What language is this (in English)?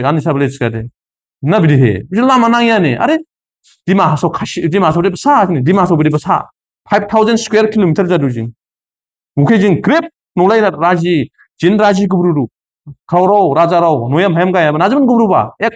Dimasa